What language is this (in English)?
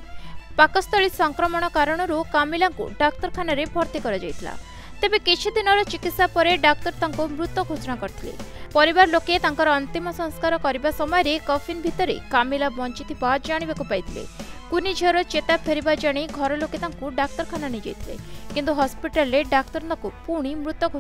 Odia